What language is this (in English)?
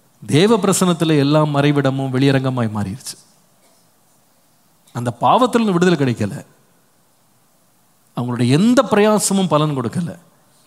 Tamil